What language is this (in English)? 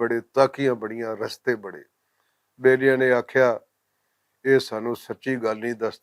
Western Panjabi